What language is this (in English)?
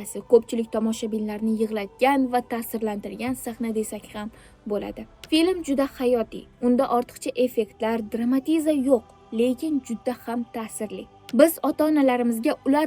Uzbek